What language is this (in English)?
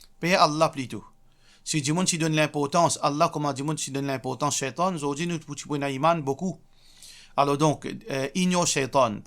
Morisyen